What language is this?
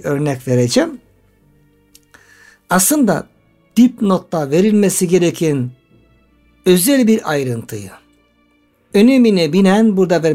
Turkish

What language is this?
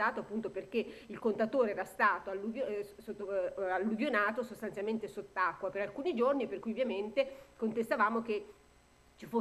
Italian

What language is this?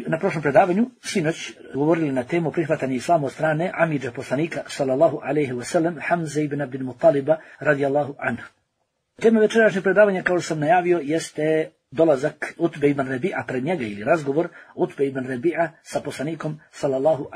Bosnian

